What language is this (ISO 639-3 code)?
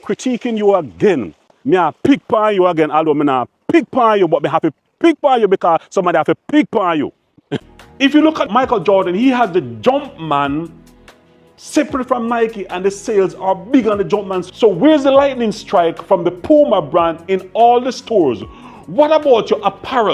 jam